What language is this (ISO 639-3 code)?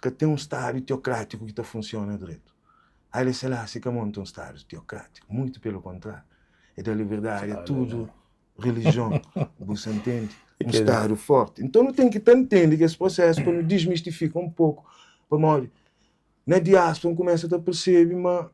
kea